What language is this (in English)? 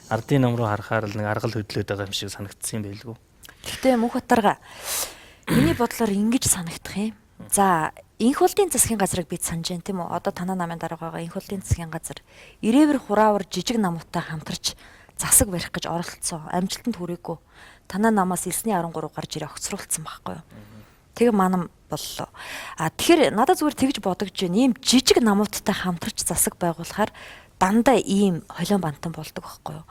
Mongolian